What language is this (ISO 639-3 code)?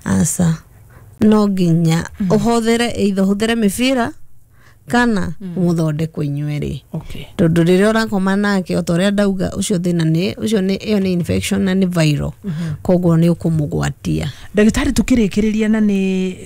kik